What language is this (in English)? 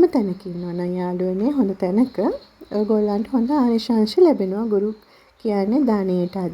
Sinhala